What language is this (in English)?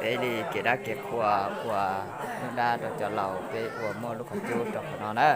Hmong